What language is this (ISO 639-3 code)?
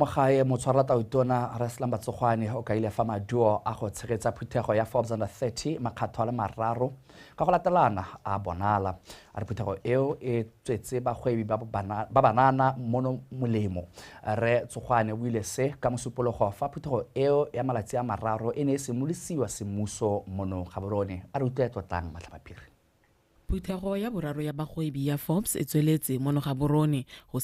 tsn